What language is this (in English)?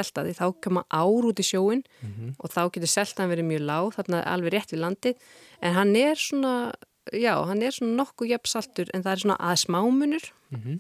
Icelandic